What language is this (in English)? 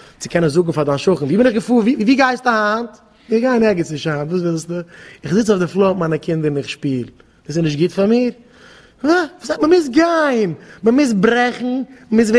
Yiddish